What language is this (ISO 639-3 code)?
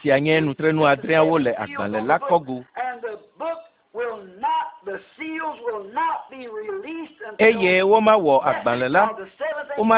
ewe